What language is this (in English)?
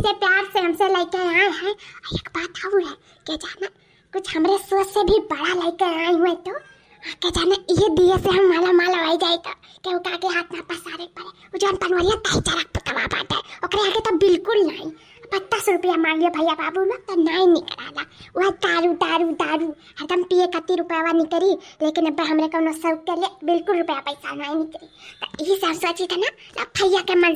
Awadhi